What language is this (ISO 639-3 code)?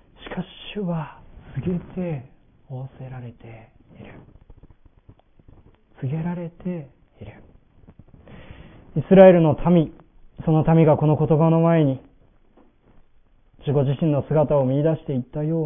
jpn